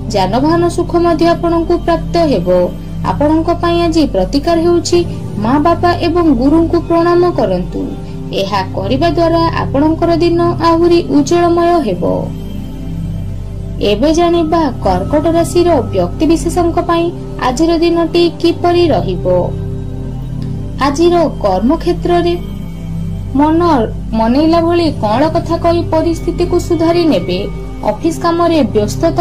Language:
Odia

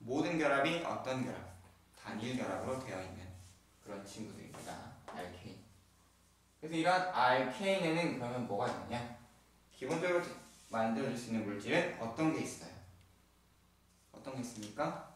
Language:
Korean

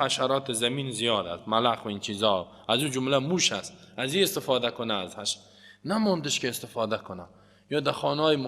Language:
Persian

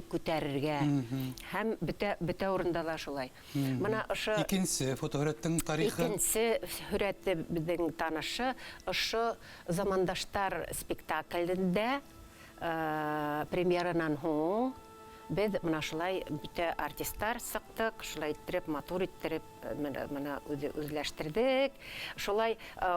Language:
Bashkir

